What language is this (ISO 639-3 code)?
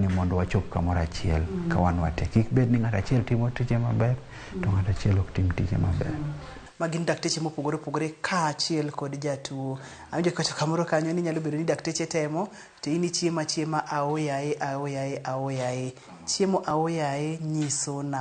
luo